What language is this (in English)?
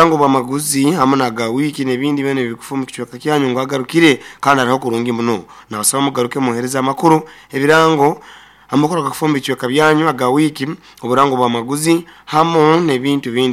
Nyoro